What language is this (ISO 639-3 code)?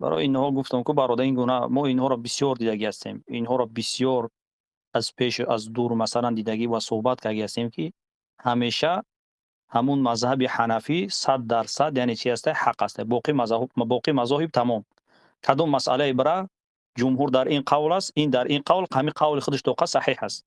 tgk